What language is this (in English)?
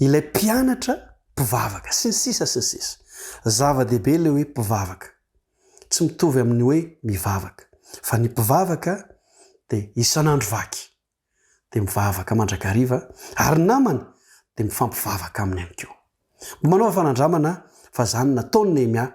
Malagasy